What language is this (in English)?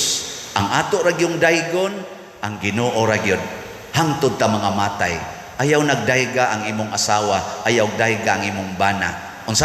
Cebuano